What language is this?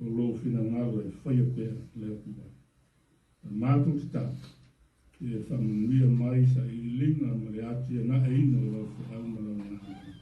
Samoan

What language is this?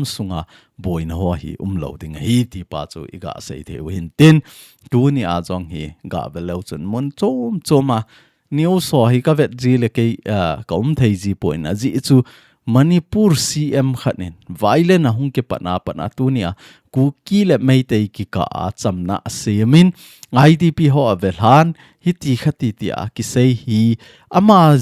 Thado Chin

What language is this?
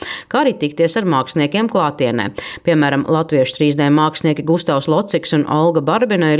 Latvian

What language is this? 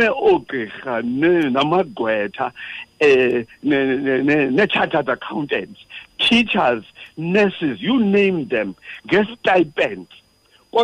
Xhosa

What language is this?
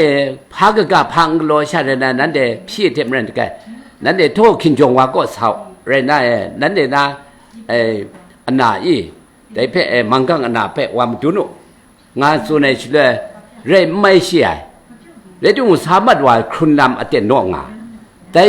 Kachin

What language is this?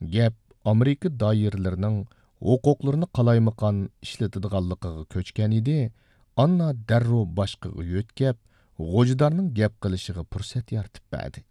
Uyghur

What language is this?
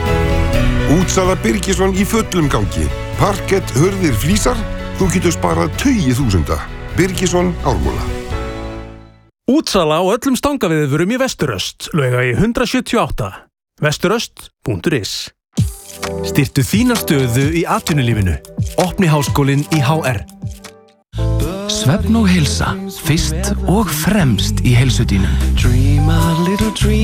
Icelandic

